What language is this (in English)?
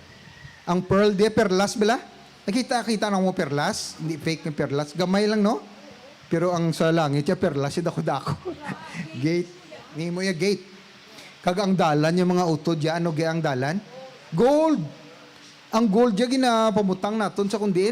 Hiligaynon